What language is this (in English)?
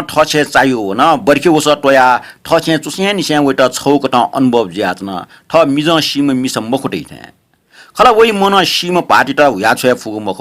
Newari